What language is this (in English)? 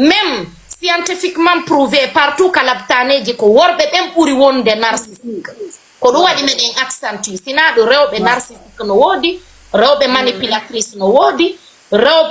Fula